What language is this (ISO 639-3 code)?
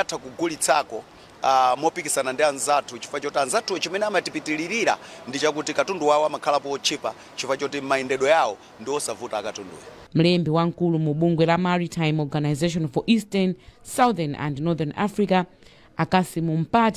nya